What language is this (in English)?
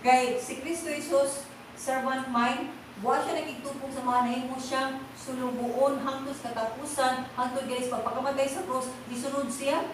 Cebuano